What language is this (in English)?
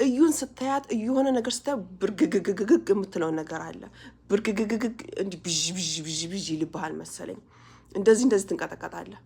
Amharic